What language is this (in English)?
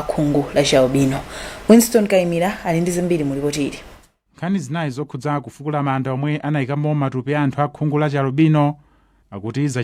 Nyanja